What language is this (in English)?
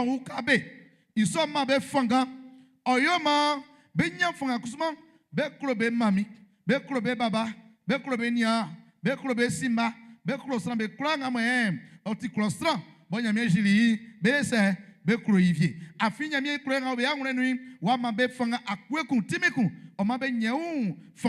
Baoulé